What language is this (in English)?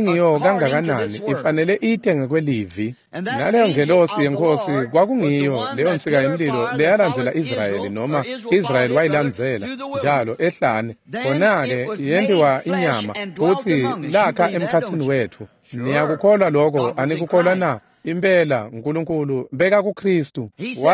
Swati